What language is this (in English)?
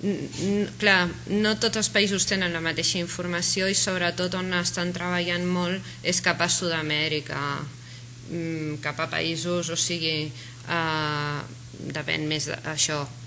Catalan